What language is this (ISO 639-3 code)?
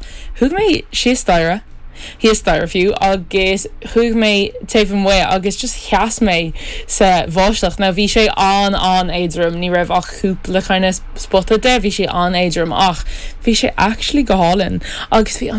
gle